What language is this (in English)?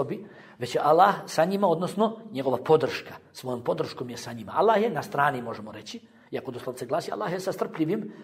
Bosnian